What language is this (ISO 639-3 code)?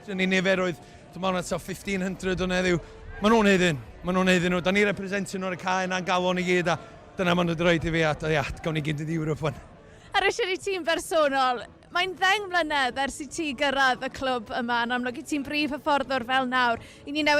cym